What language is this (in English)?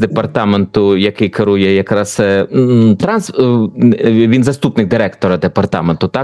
Ukrainian